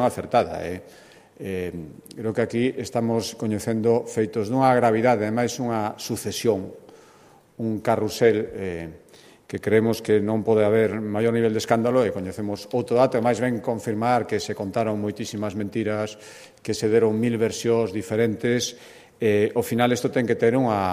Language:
Galician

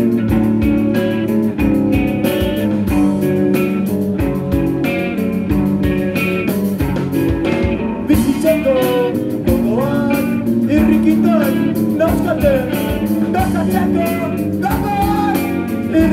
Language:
Basque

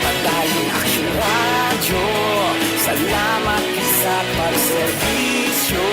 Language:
Hiligaynon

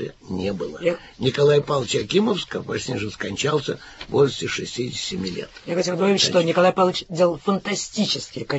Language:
Russian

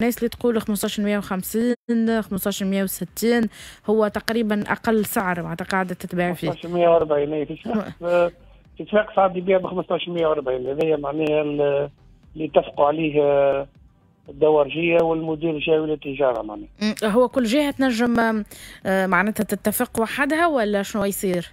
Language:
Tunisian Arabic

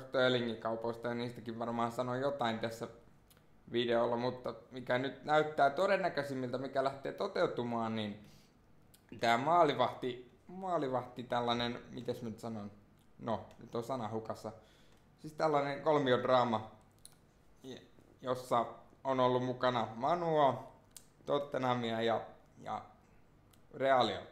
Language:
Finnish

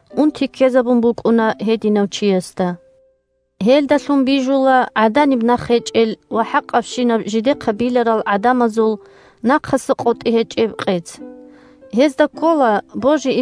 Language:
Avaric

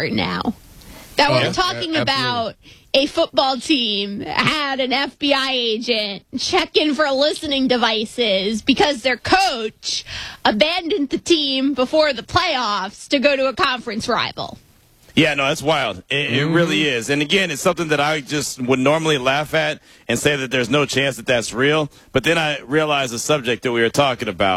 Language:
English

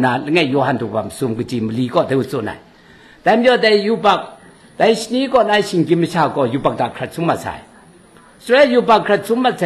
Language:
Kachin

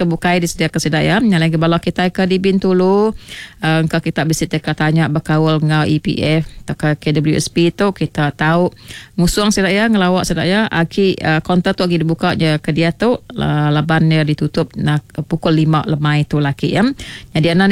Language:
Iban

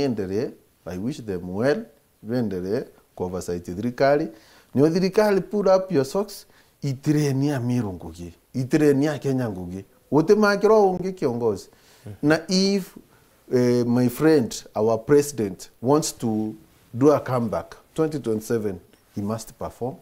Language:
Meru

